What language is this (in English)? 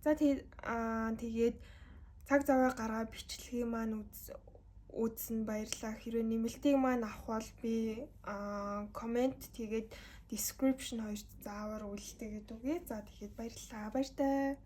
Mongolian